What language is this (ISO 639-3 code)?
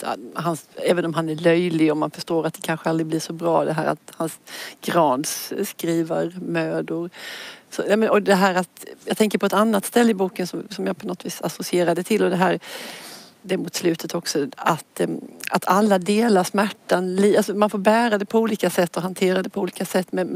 swe